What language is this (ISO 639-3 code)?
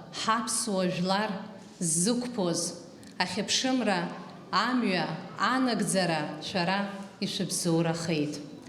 abk